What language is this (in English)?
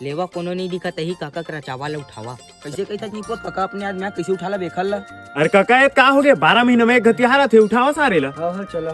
Chhattisgarhi